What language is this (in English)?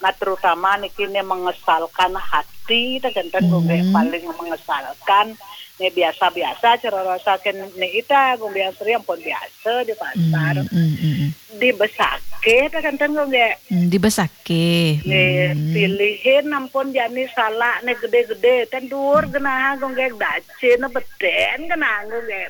Balinese